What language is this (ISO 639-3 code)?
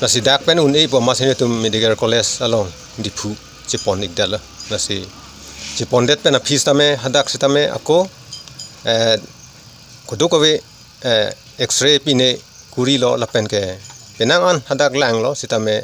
mjw